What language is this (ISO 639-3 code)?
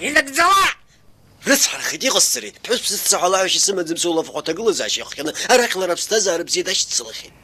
abk